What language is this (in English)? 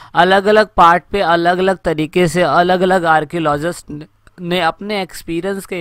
Hindi